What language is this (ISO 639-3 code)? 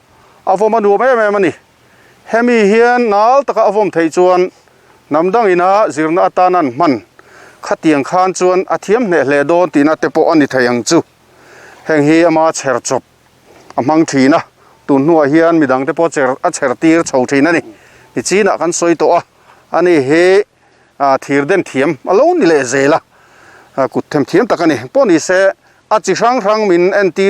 lus